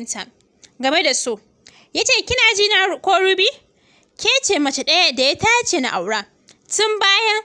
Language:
Hausa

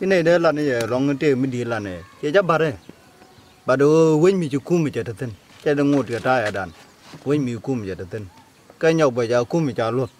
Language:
Nuer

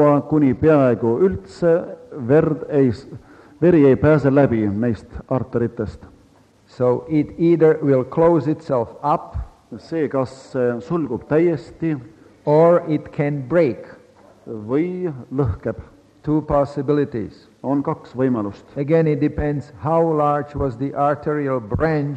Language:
Estonian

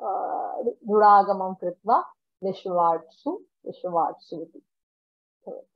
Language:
Sanskrit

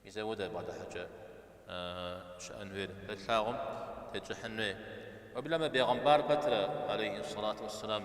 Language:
Kabardian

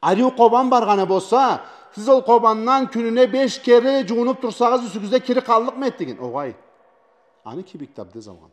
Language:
Karachay-Balkar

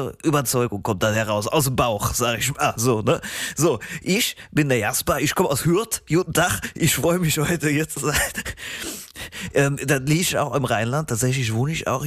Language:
German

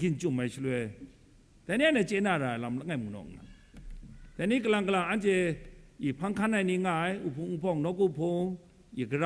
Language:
Kachin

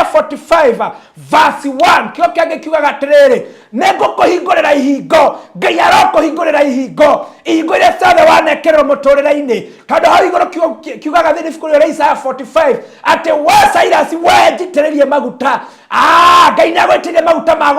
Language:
Kikuyu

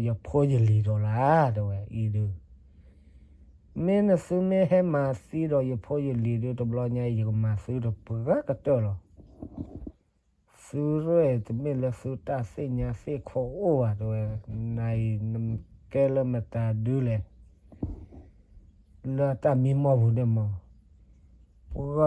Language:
S'gaw Karen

